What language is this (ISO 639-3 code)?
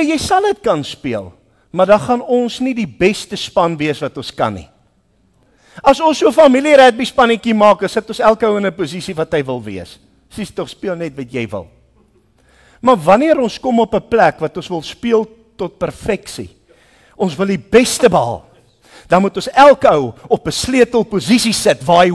afr